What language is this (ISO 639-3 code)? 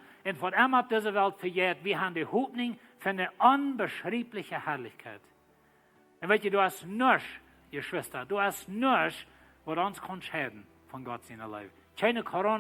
pdt